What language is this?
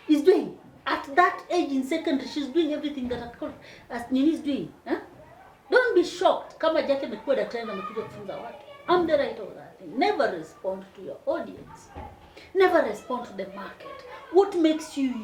Luo (Kenya and Tanzania)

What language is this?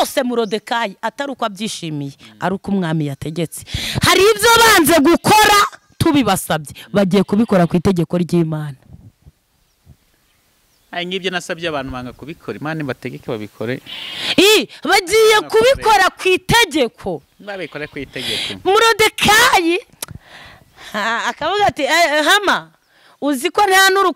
Kinyarwanda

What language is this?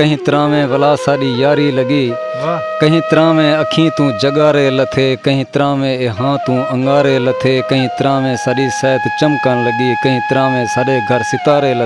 Saraiki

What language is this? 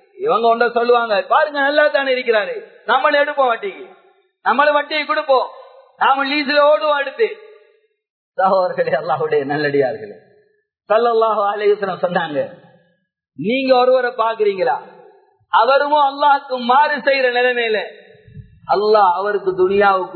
Tamil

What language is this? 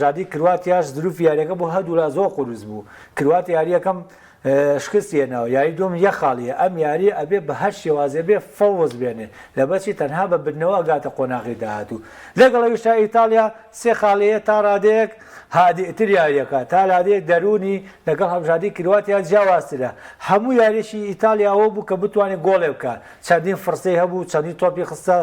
Central Kurdish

